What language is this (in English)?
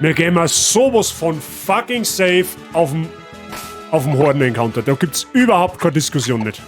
Bavarian